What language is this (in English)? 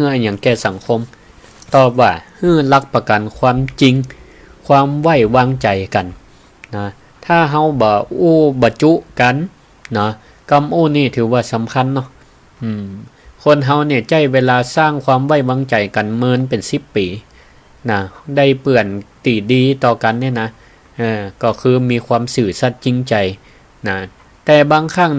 Northern Thai